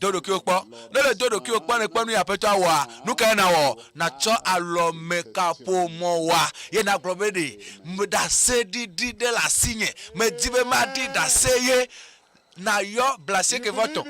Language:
Ewe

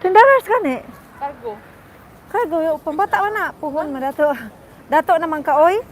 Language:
Cebuano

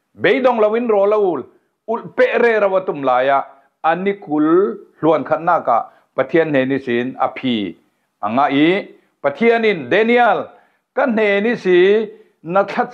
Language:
Falam Chin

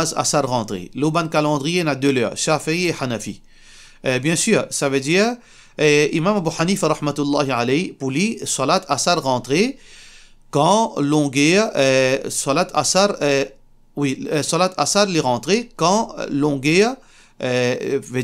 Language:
Morisyen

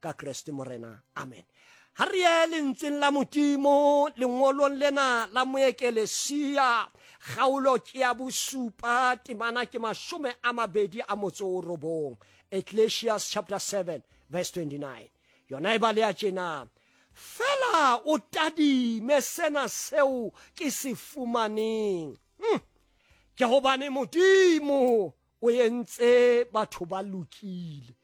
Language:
Southern Sotho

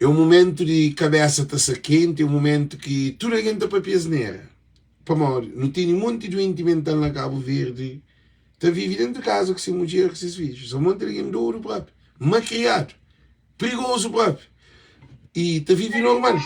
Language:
Kabuverdianu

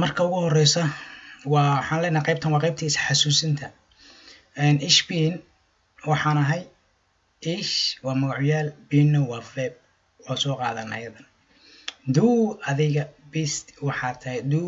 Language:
Somali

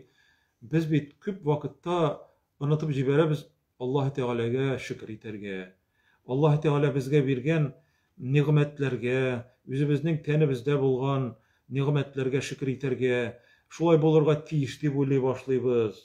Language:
Tatar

